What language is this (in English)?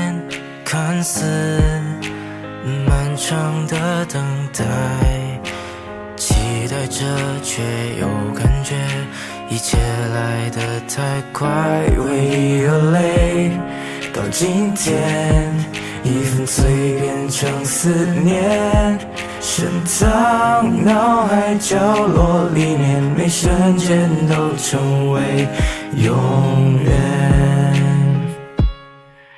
Chinese